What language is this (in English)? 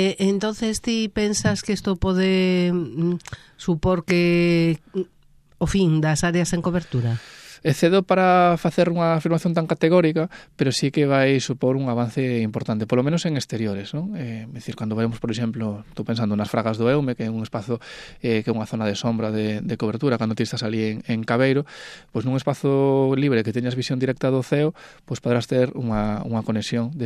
Galician